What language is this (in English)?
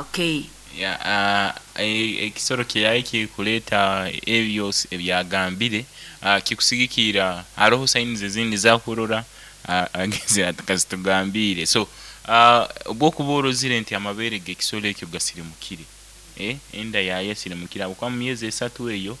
Nyoro